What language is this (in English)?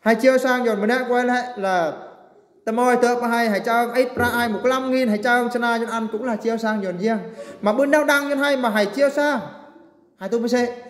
Eastern Bru